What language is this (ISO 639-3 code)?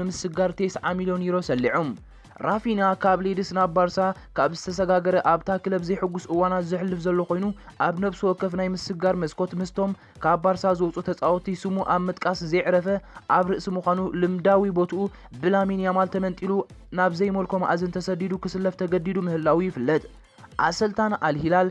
tir